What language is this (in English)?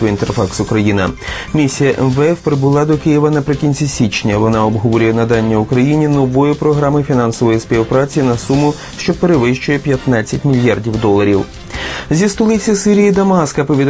Ukrainian